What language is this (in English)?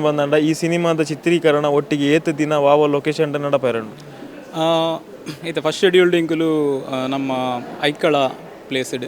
Tulu